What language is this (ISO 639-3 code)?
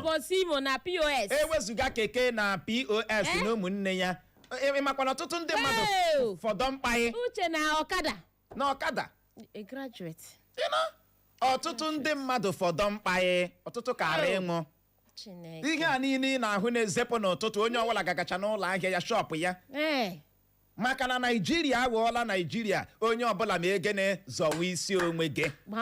ibo